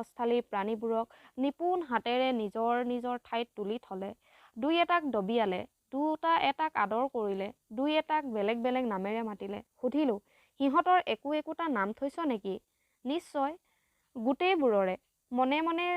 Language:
Assamese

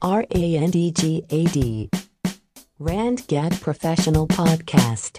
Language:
Cantonese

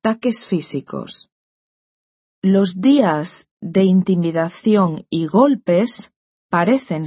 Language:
Spanish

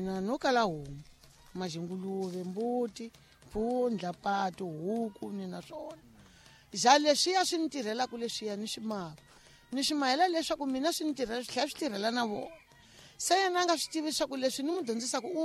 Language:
Tsonga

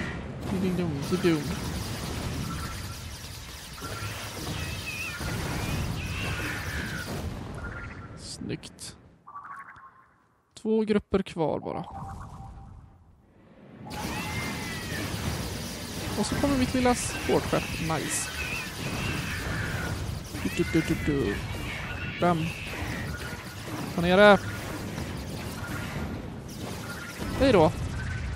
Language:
Swedish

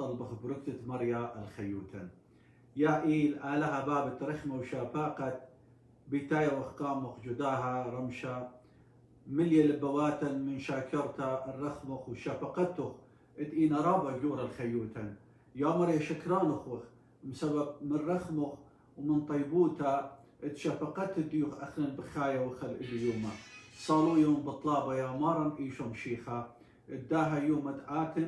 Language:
Assyrian Neo-Aramaic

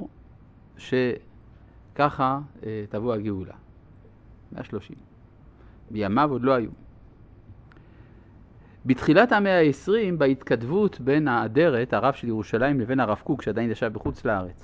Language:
Hebrew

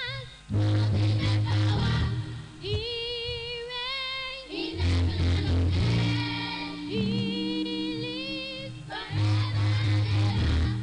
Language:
Ewe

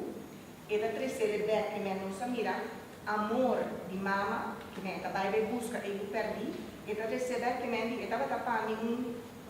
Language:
Papiamento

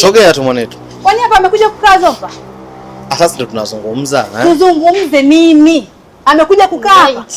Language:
Swahili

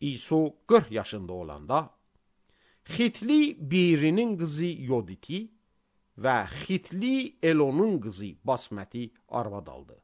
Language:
Azerbaijani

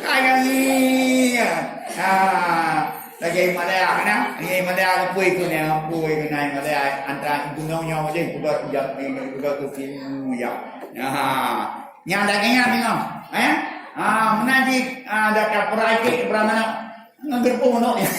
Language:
Achinese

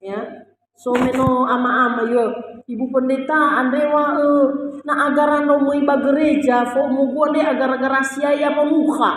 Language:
Nias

